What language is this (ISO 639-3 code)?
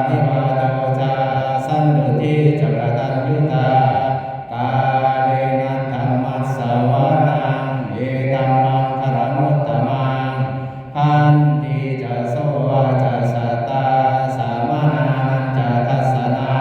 pli